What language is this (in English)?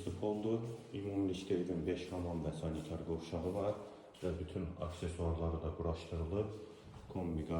Azerbaijani